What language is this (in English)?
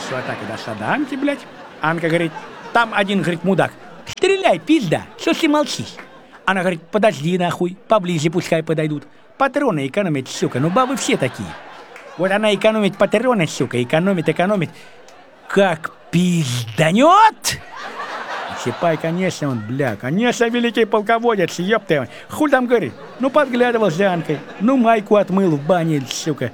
Russian